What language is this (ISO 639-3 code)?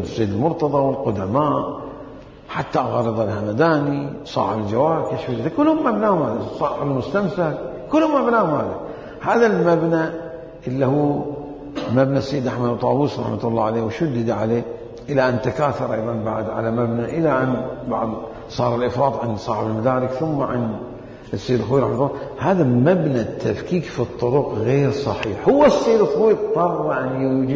acm